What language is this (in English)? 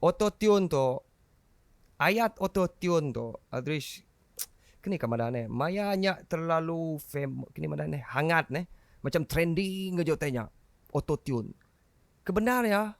Iban